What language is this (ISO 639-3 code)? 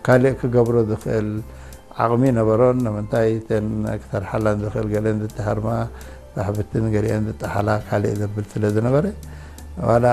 tir